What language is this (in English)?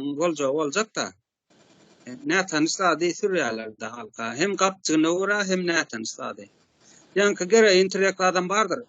Turkmen